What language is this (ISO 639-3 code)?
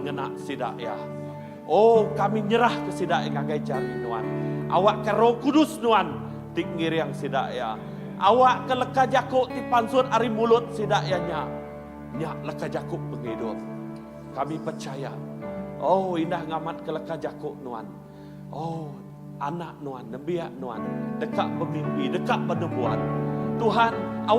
iba